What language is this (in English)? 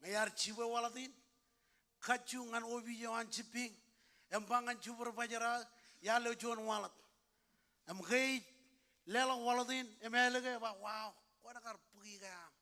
Marshallese